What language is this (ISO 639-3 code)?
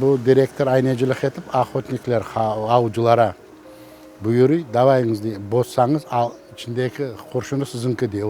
crh